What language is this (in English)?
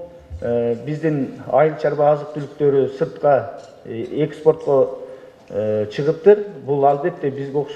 Kyrgyz